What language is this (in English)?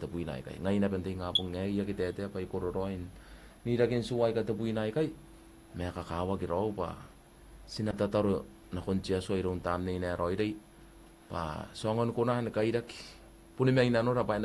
Gilbertese